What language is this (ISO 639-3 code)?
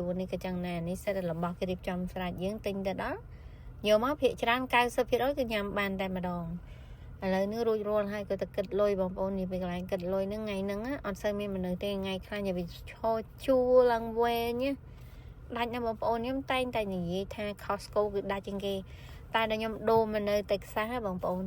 khm